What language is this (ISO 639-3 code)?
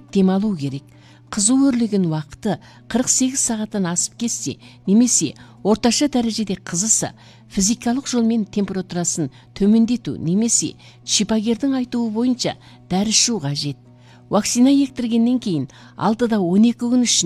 kaz